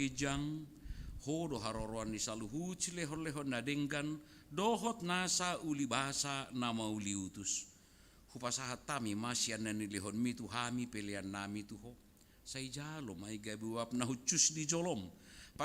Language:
Batak Toba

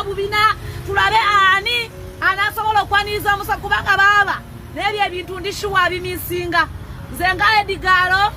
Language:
Ganda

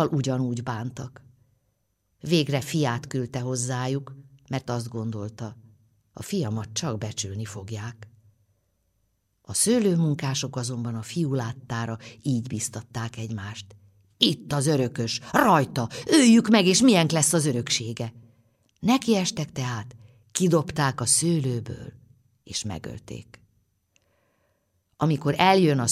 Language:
Hungarian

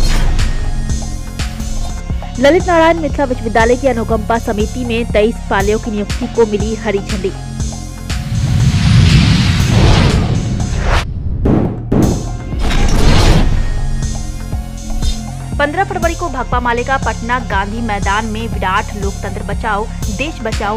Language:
Hindi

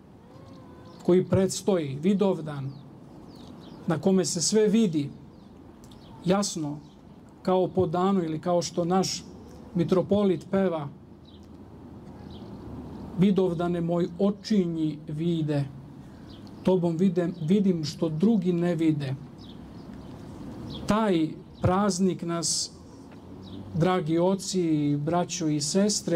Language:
Serbian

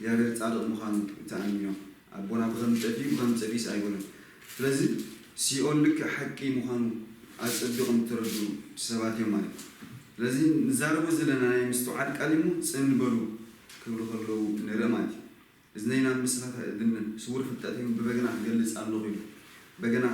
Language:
Tigrinya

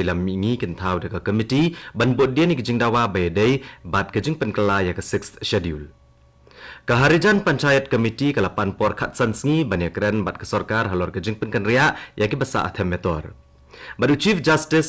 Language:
Khasi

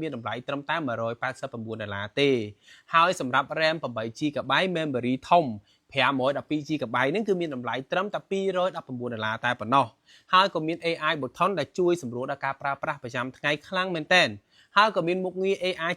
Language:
Khmer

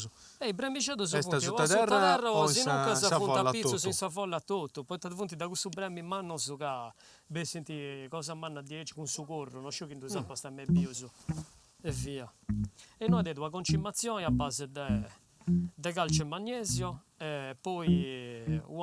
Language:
Sardinian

